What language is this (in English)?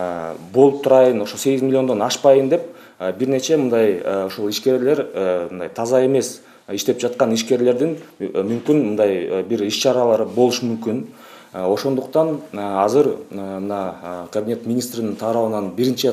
Kyrgyz